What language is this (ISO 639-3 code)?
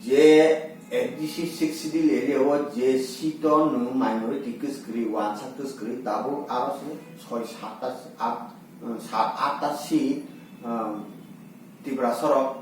trp